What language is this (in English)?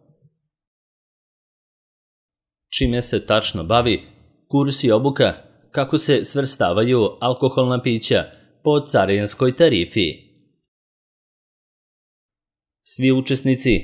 Serbian